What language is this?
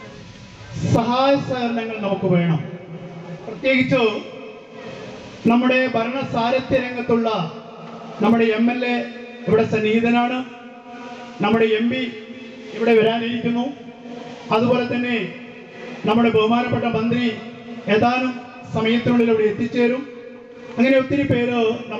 Malayalam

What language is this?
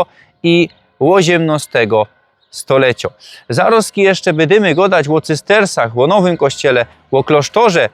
Silesian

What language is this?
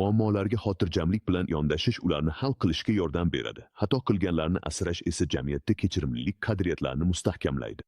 Uzbek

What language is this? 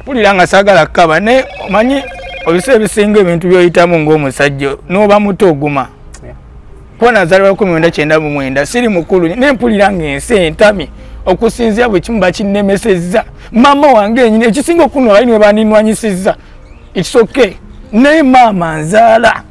Ganda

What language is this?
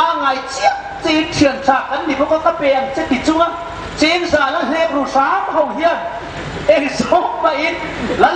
Hmar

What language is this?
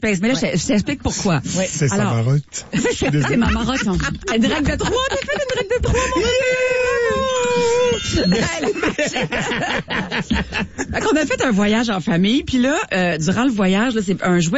French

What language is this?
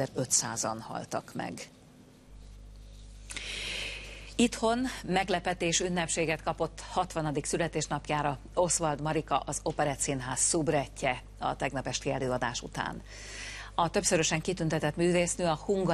Hungarian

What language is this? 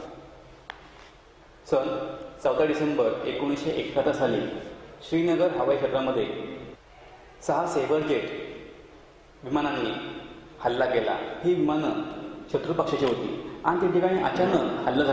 Marathi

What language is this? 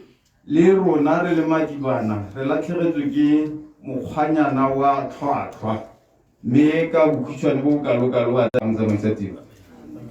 Tswana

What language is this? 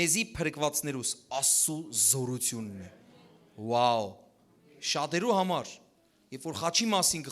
Western Armenian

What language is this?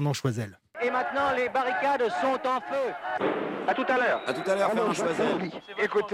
French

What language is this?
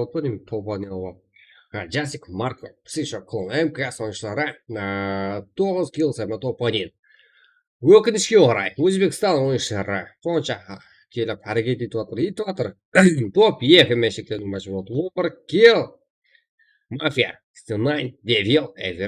Kara-Kalpak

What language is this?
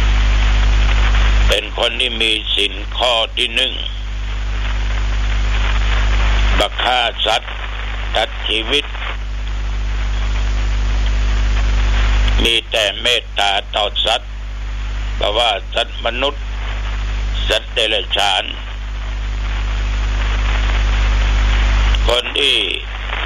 Thai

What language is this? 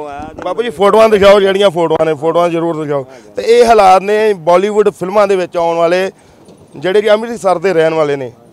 Punjabi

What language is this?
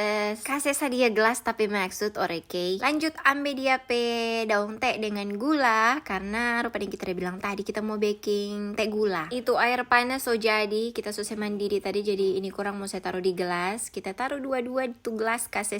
Manado Malay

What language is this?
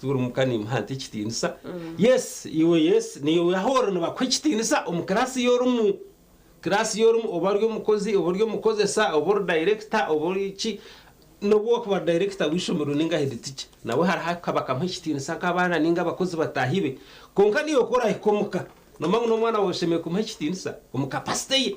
Nyankole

